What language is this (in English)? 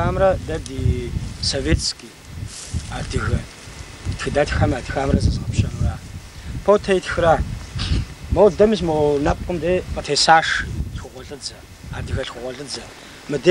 Kabardian